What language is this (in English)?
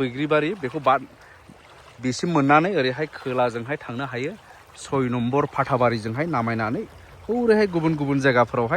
Bodo